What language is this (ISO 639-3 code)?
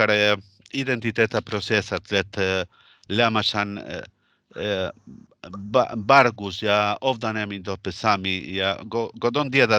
sme